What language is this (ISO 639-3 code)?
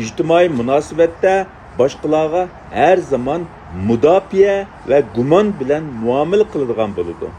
uig